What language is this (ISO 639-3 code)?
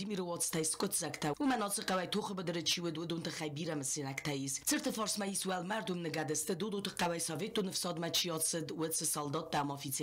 oss